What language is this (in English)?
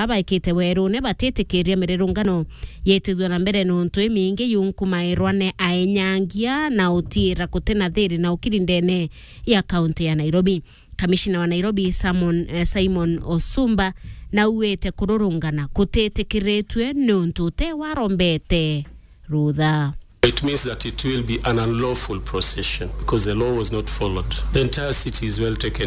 Meru